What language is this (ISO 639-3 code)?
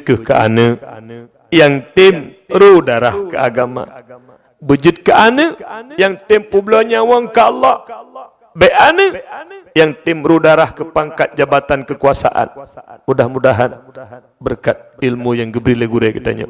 ace